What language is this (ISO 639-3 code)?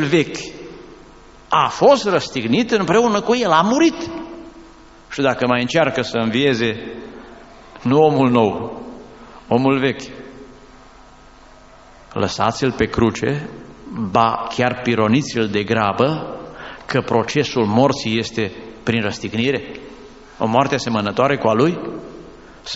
ron